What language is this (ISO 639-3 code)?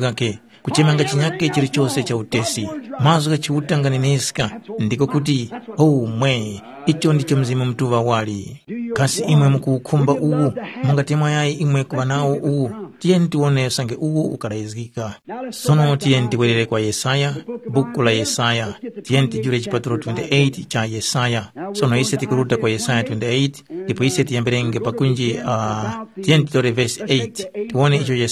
tum